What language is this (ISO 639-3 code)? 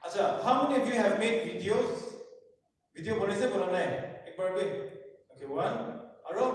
nag